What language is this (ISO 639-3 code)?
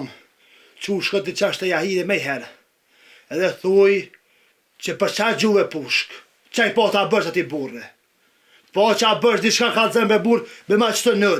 sqi